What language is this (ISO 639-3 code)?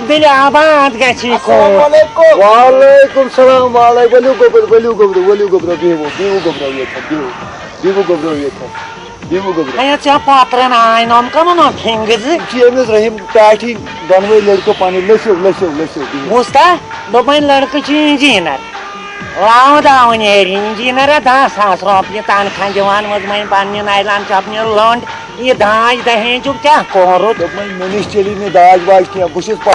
kas